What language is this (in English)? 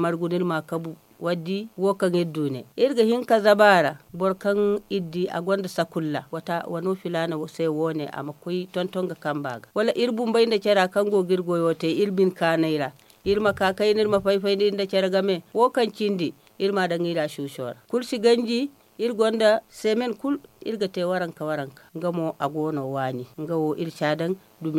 Zarma